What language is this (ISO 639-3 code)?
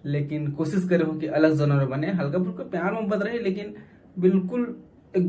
hne